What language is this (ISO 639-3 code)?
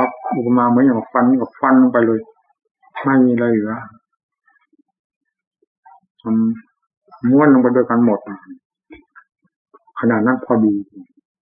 tha